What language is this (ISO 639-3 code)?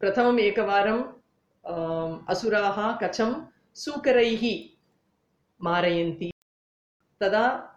san